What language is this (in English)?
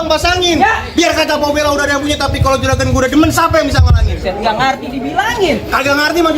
Betawi